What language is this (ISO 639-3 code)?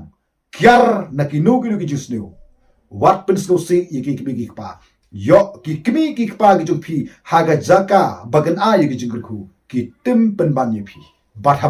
kha